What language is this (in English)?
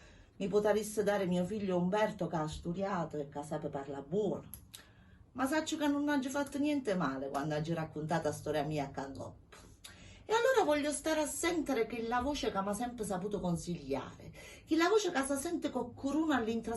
Neapolitan